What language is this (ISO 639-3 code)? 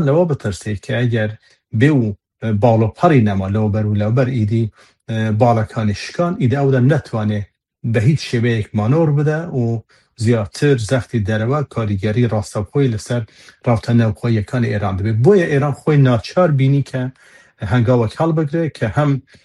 kur